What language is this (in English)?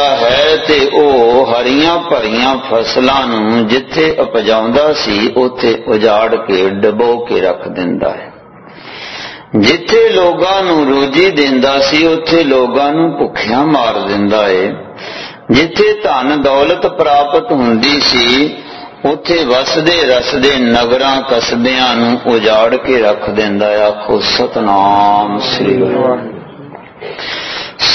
Punjabi